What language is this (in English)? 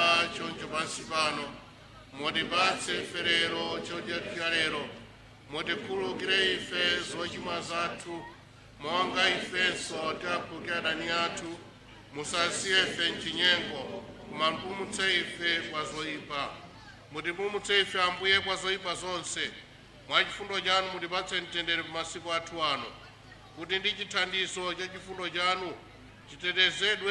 Nyanja